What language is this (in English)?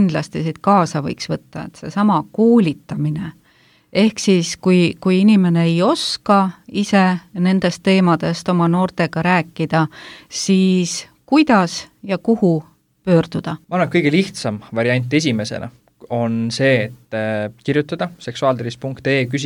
Estonian